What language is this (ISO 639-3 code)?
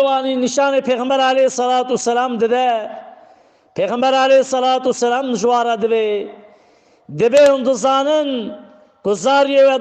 kur